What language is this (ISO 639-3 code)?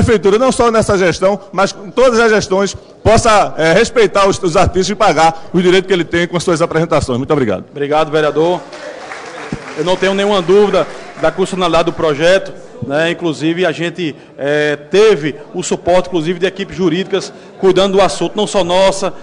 por